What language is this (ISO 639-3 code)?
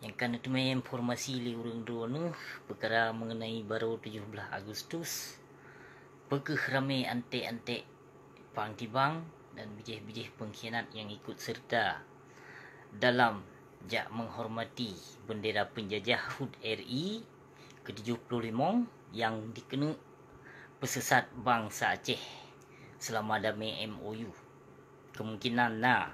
ace